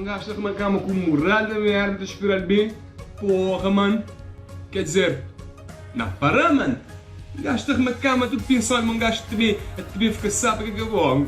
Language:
Kabuverdianu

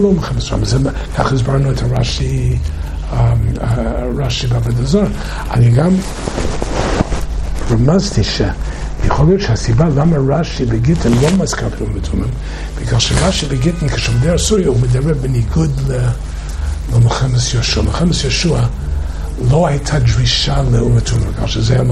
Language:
Hebrew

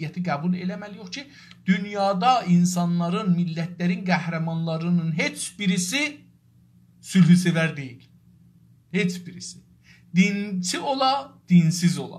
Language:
South Azerbaijani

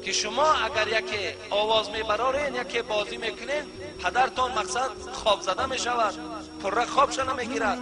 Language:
Tajik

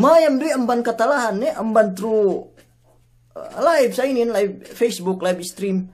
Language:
Yakan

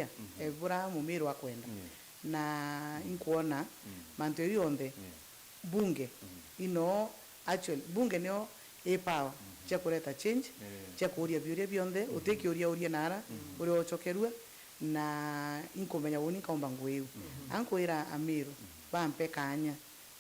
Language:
Meru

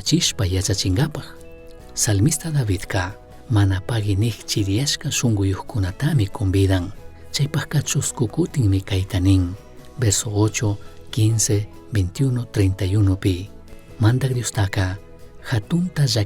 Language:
Chimborazo Highland Quichua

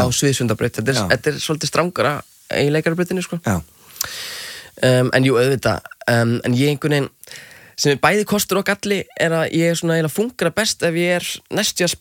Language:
Icelandic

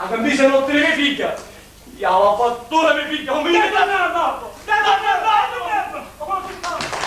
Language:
Sicilian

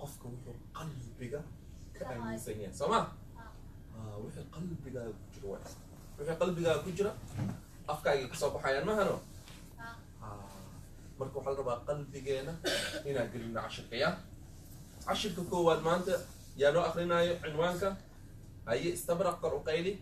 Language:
Somali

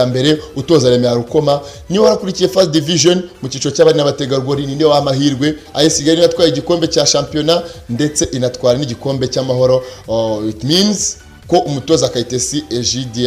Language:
Kinyarwanda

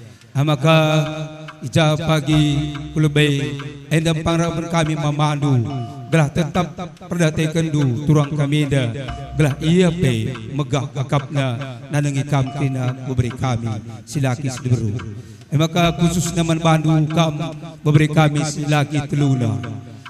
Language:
Batak Karo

